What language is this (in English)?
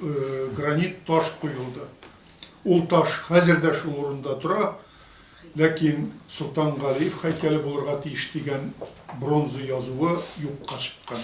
Tatar